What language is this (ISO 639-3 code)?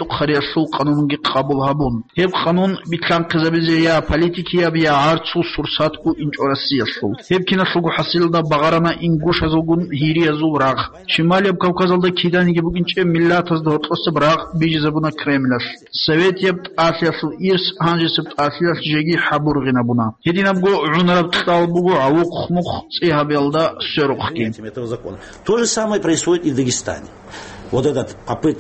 ava